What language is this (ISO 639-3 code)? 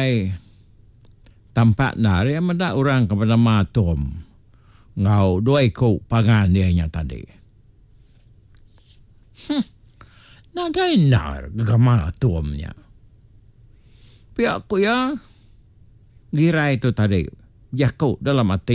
iba